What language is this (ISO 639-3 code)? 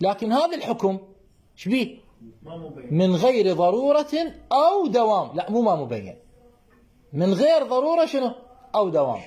acm